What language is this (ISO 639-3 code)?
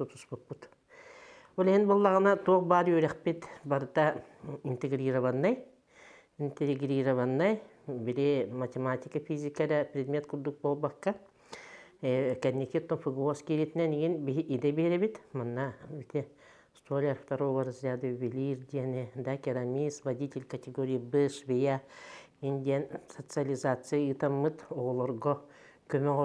sah